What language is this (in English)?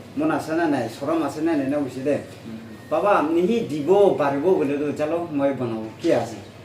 Naga Pidgin